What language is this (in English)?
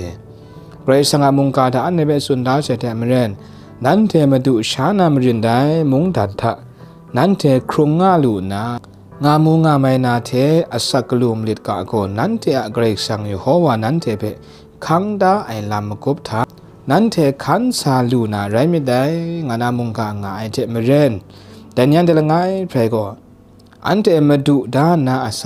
Kachin